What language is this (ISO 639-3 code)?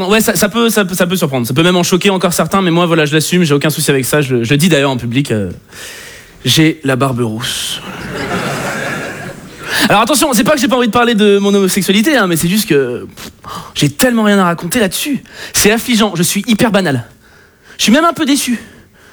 fra